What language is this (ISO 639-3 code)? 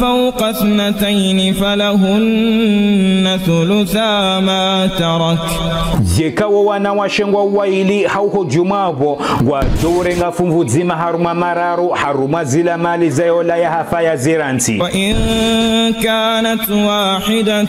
zdj